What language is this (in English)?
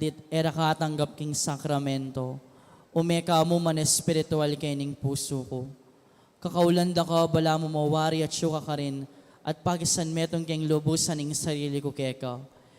Pampanga